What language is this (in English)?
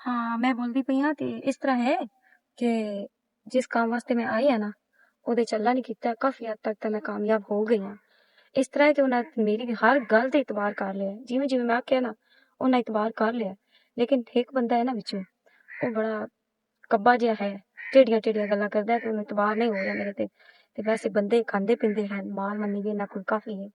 Western Panjabi